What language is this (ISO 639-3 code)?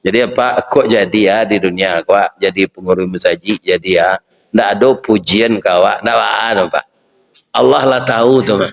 min